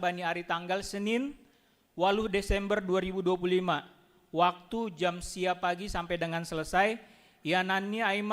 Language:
Batak Simalungun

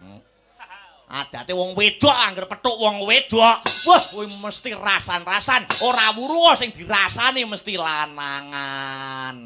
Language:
Javanese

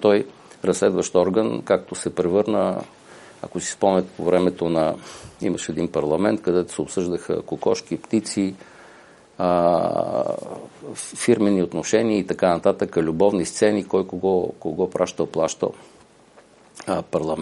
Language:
Bulgarian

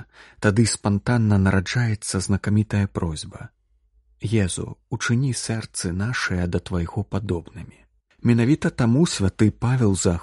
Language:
Belarusian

